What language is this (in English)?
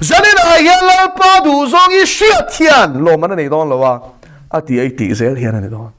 Mizo